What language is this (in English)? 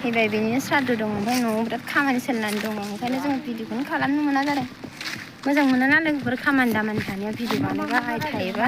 Bodo